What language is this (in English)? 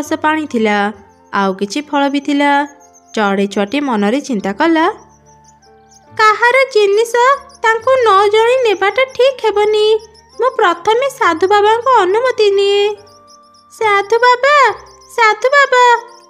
Odia